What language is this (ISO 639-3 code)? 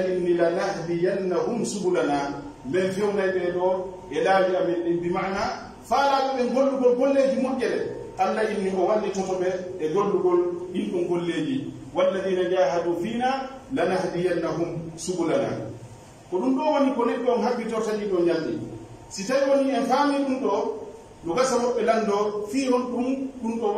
fuf